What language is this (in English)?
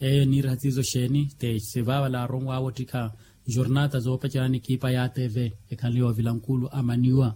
Makhuwa